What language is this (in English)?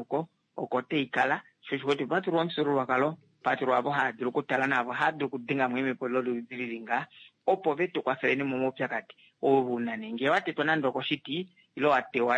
Kuanyama